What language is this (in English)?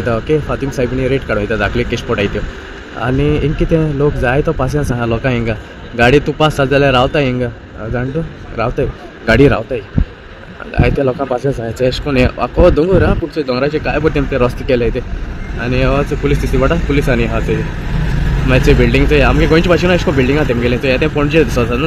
Konkani